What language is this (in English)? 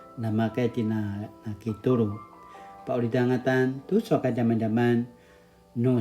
Paiwan